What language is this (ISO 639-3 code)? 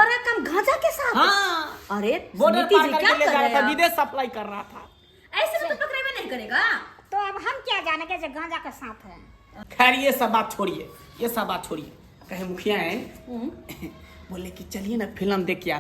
mai